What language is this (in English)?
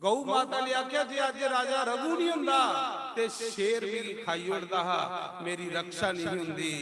Dogri